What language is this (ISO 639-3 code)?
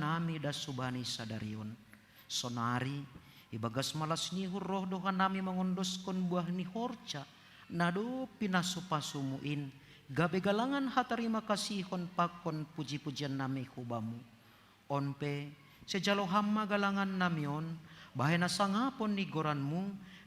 bts